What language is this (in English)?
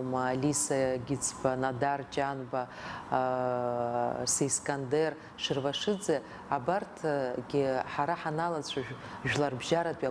Abkhazian